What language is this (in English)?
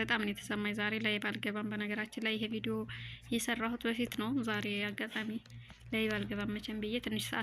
Amharic